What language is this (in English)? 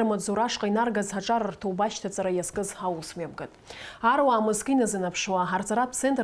Abkhazian